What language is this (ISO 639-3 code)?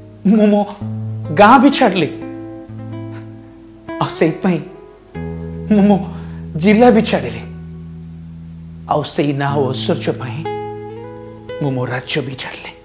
ori